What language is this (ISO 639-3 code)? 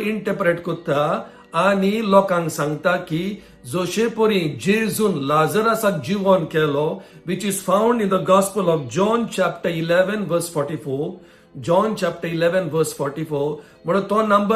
kok